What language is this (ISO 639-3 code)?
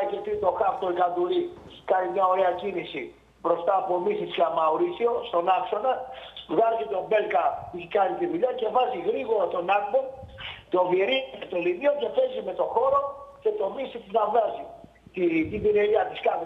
ell